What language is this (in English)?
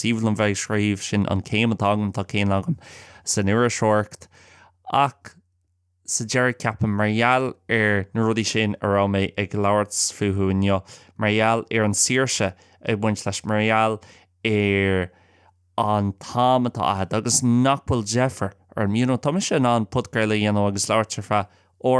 Irish